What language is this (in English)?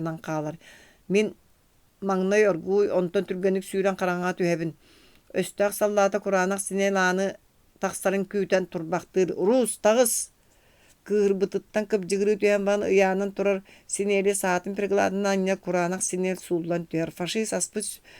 Yakut